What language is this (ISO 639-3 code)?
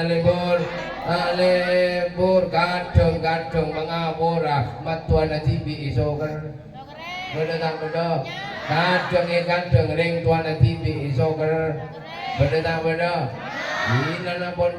mad